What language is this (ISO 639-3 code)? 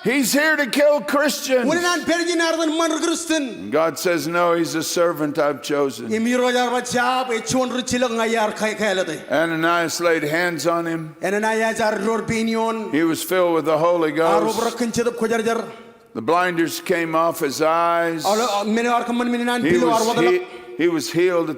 mah